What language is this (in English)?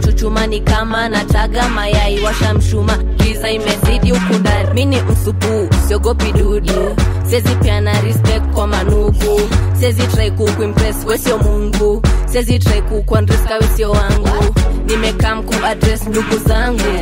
Swahili